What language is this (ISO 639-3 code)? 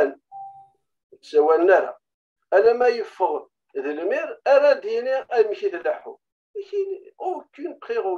kab